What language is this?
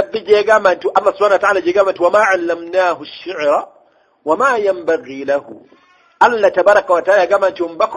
Ganda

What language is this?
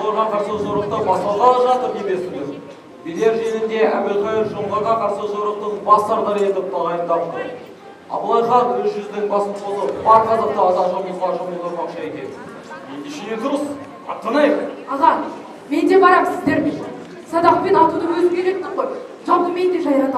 Kazakh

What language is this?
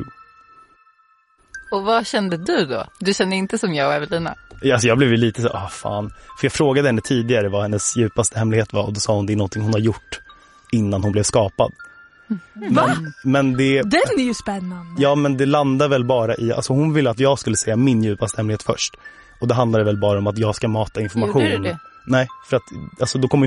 Swedish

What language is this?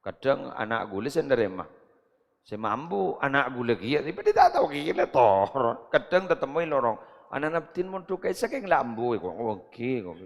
Madurese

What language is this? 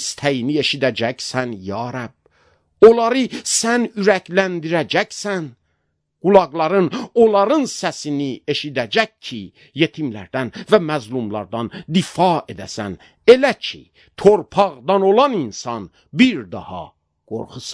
Azerbaijani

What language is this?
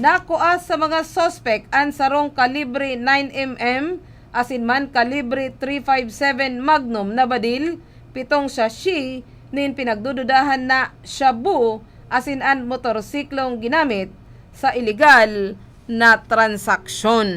Bikol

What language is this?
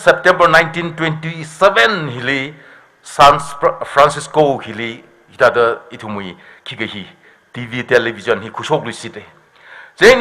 Tangkhul Naga (India)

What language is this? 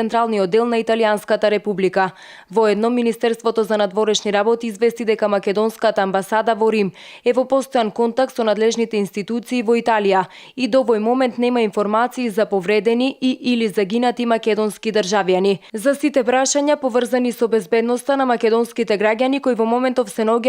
Macedonian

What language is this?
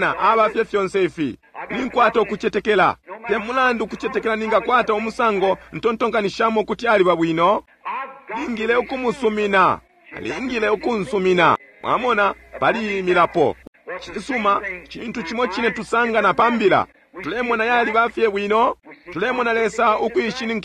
Bemba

